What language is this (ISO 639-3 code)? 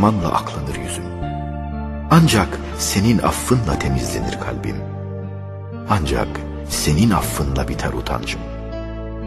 tur